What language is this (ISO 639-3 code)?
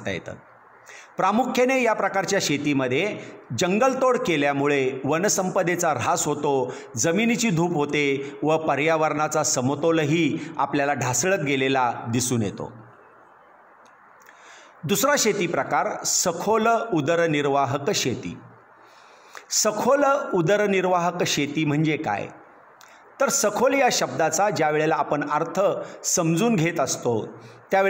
mar